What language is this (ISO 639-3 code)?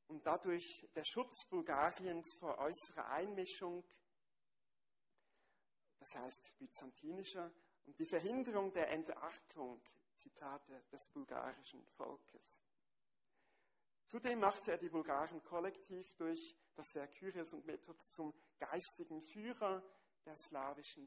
deu